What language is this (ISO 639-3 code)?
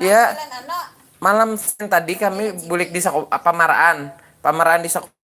bjn